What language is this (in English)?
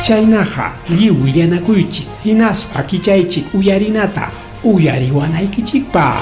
Ayacucho Quechua